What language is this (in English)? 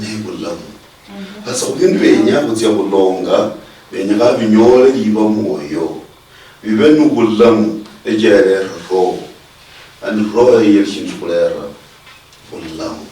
Luyia